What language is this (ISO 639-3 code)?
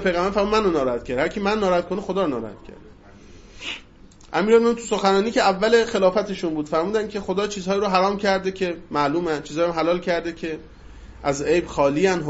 fas